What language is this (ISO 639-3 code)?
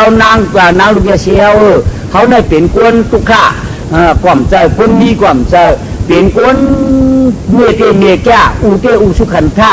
shn